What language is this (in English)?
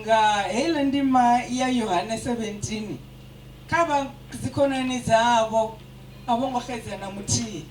Venda